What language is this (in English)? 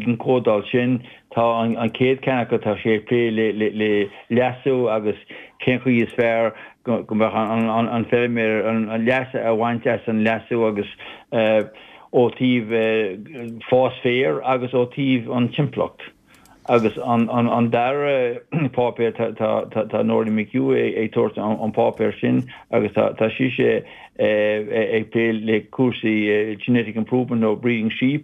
Irish